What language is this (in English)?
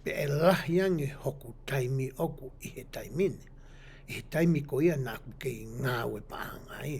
Tongan